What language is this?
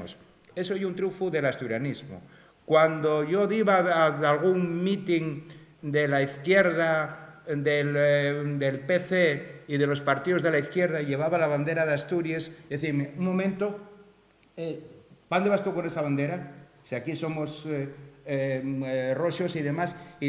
Asturian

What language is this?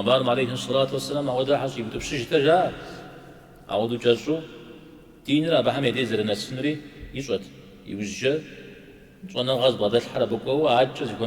Kabardian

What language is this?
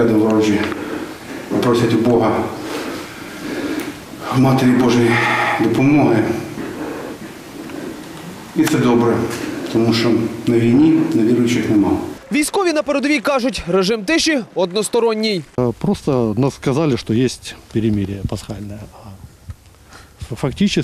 Ukrainian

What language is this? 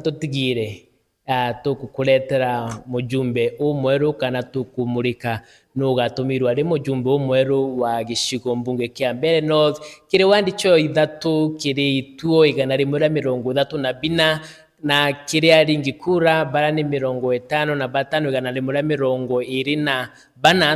Meru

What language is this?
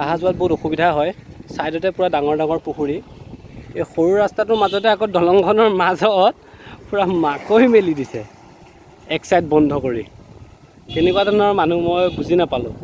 Assamese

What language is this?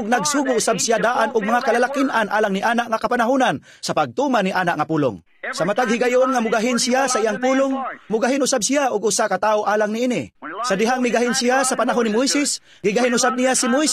Cebuano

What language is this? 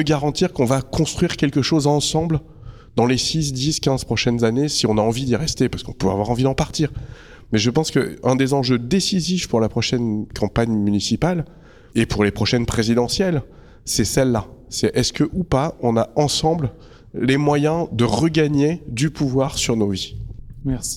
French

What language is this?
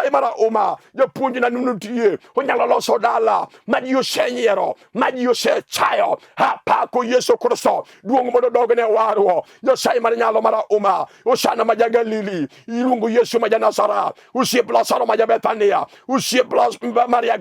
Luo (Kenya and Tanzania)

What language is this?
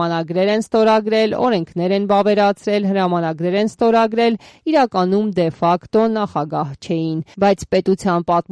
Armenian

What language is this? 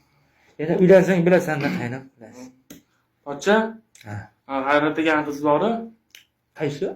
Uzbek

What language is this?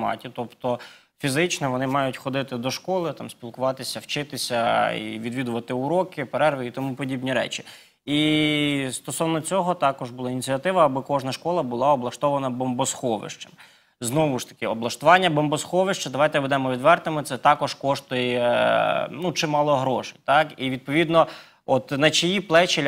Ukrainian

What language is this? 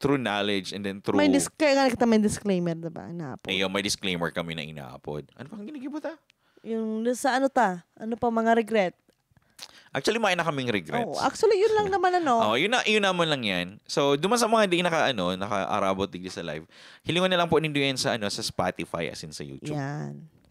Bikol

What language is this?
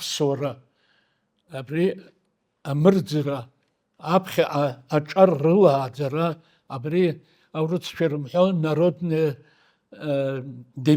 Abkhazian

